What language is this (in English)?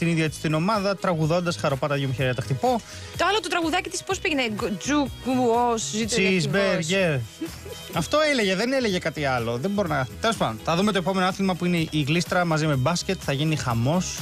Greek